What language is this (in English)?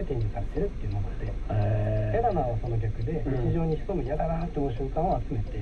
Japanese